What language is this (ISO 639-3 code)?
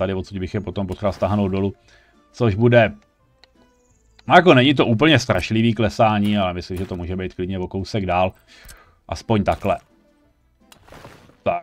ces